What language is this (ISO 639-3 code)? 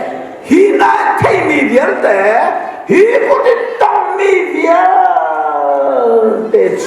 cnh